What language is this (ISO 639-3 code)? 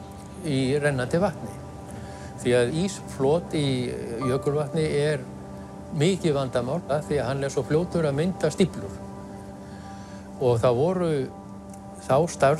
isl